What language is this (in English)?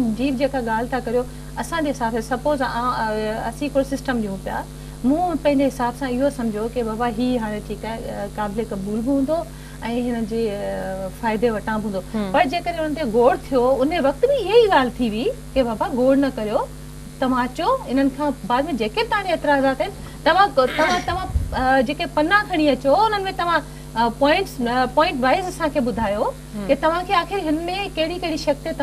Sindhi